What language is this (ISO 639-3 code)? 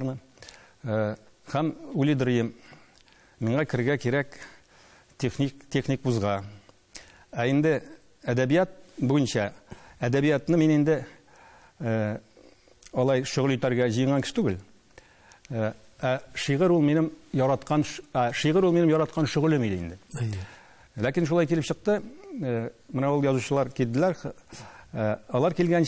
tat